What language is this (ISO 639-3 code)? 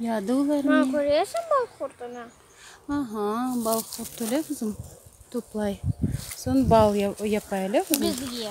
crh